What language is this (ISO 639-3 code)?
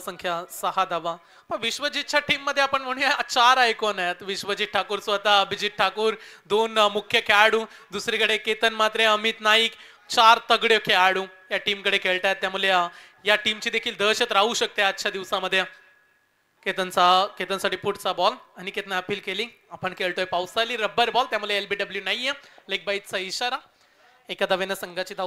mar